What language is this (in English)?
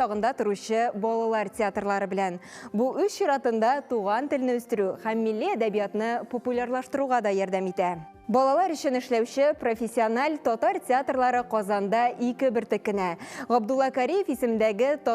Tatar